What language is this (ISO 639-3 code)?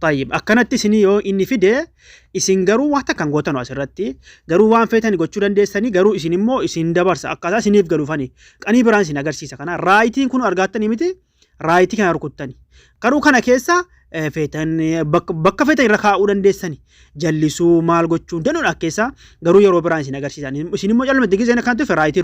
orm